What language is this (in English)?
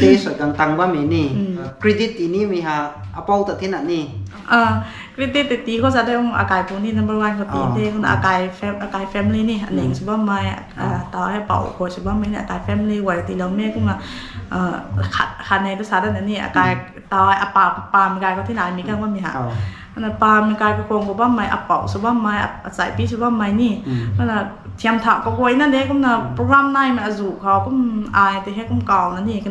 Rongmei Naga